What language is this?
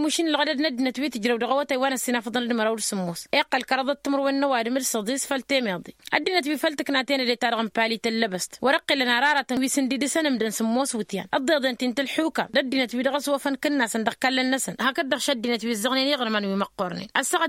Tamasheq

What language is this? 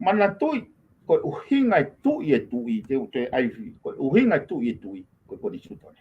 Tongan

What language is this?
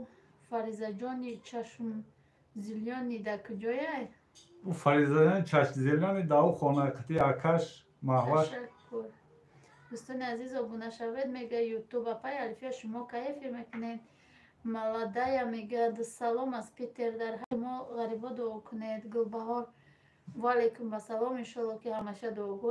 Tajik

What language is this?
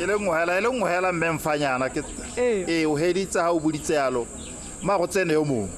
Tswana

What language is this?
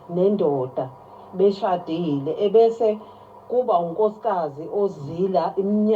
Zulu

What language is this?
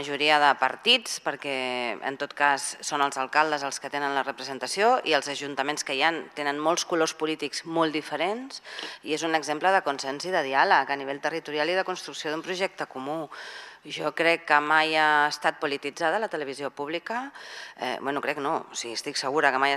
Catalan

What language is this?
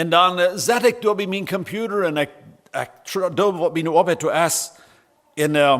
Plautdietsch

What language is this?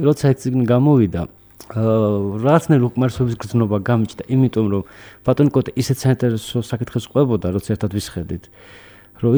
Georgian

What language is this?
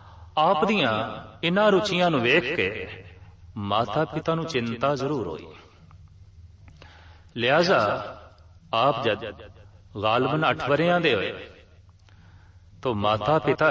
Punjabi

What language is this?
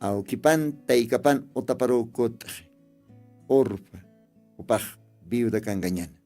Aymara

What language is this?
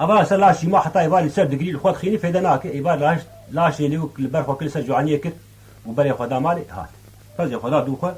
Kurdish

